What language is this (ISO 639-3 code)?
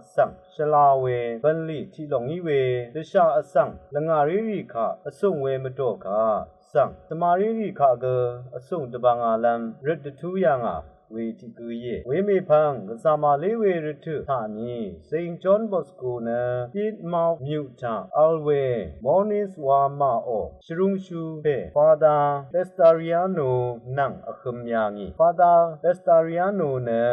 raw